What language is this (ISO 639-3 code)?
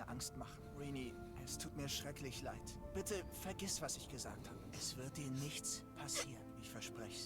gsw